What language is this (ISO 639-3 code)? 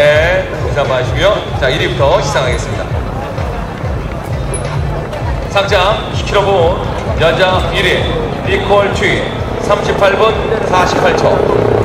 kor